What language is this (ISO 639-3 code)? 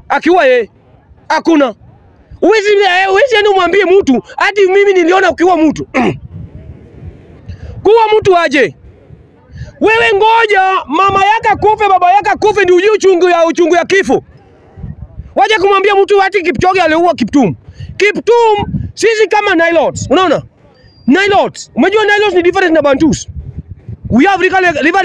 swa